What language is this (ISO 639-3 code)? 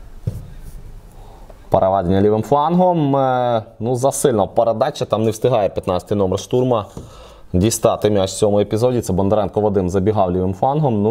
ukr